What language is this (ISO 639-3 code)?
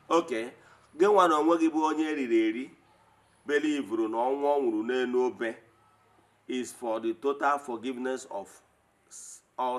ibo